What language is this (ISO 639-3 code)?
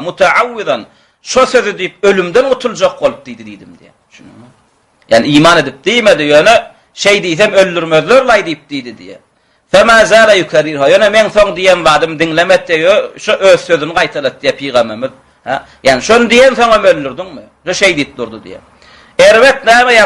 tuk